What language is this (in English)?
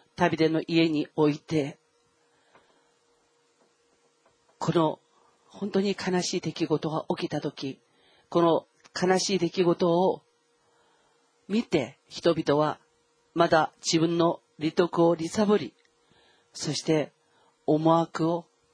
Japanese